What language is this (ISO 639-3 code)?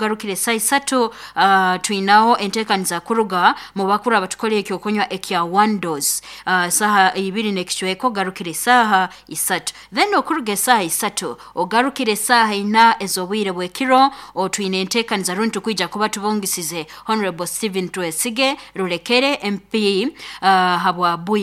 nyo